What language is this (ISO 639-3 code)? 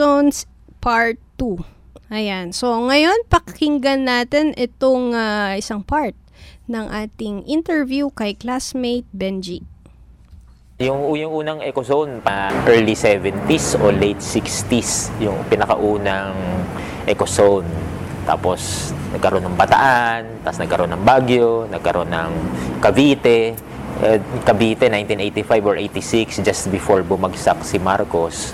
fil